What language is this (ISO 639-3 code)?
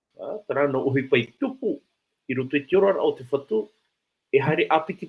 tah